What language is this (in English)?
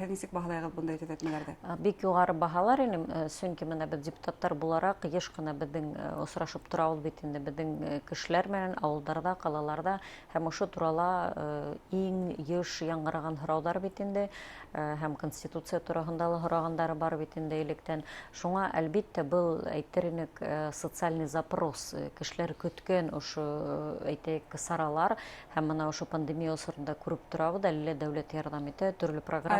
Bashkir